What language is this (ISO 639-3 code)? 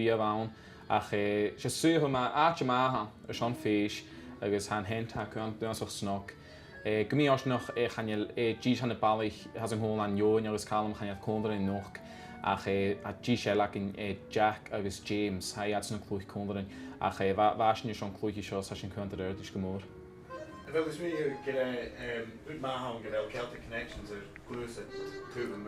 gla